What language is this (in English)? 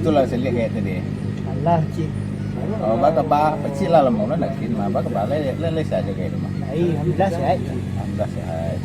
Minangkabau